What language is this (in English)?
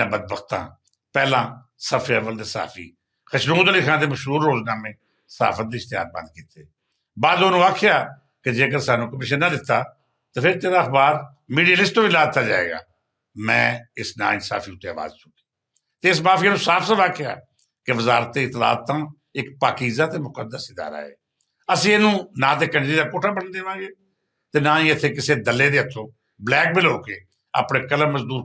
Western Panjabi